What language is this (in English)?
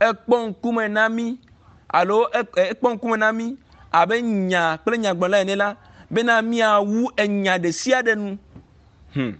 Ewe